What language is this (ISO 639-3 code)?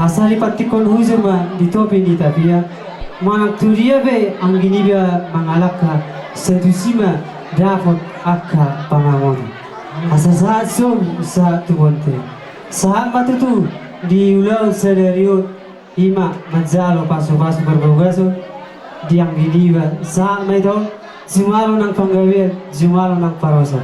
bbc